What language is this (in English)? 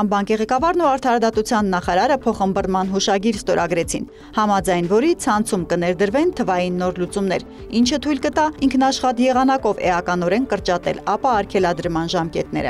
Armenian